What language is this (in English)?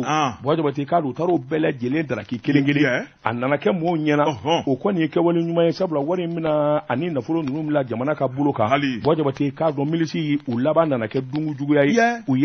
Bambara